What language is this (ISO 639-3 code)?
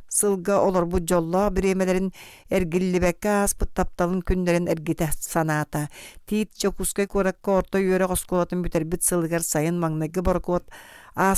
sah